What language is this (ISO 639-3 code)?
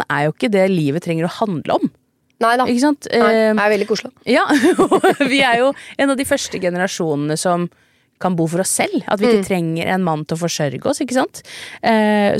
nor